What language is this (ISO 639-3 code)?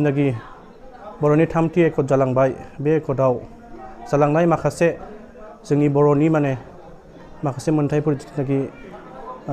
brx